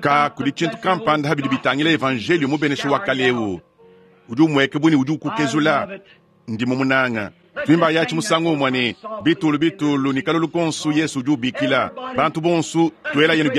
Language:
Luba-Lulua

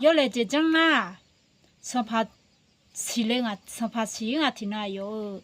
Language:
Akha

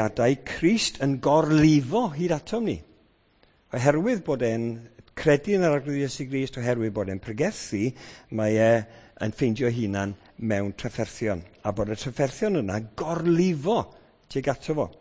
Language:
Welsh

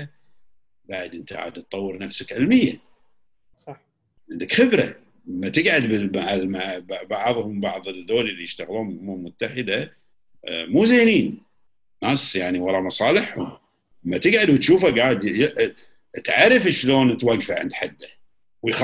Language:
Gulf Arabic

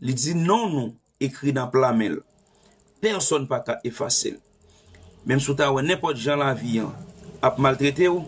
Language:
Haitian Creole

